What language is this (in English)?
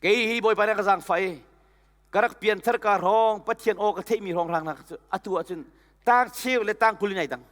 Hakha Chin